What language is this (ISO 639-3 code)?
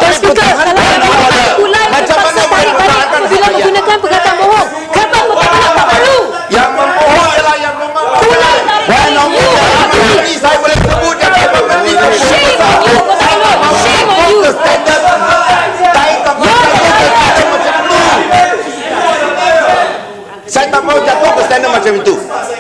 msa